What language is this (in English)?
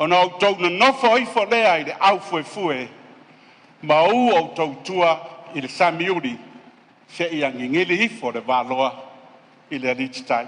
Samoan